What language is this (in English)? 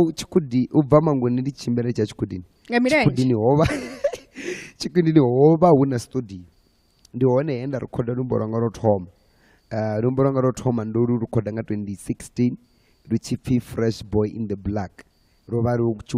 Venda